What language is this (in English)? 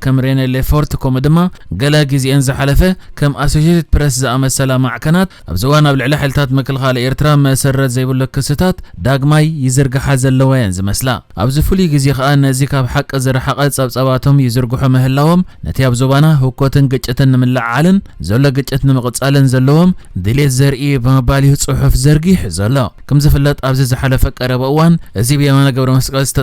Tigrinya